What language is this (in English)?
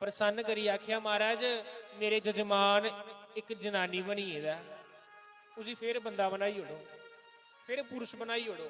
Dogri